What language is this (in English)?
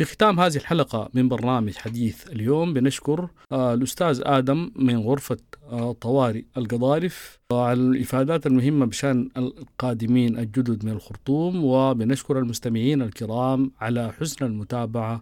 Sudanese Arabic